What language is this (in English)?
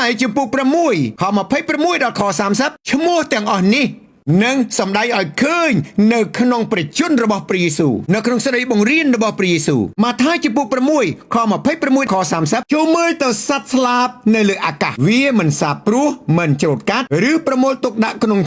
Khmer